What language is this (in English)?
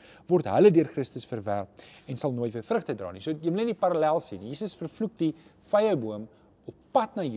Afrikaans